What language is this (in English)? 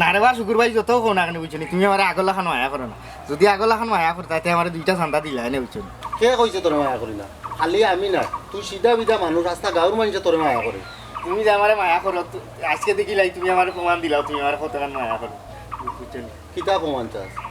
Sylheti